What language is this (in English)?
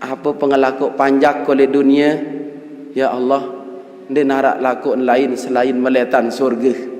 Sasak